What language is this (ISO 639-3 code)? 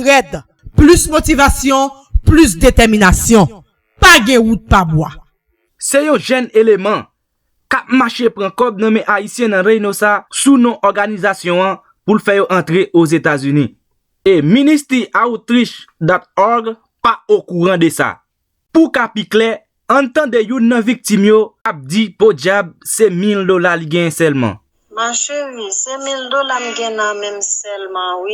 hat